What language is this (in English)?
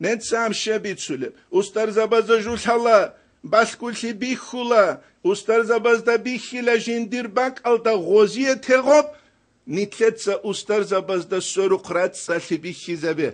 Avaric